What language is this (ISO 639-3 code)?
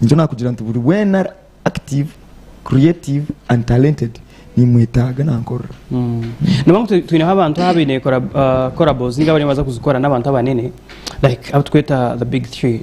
nyn